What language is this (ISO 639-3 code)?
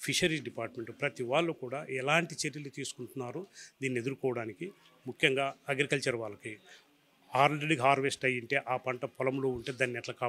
tel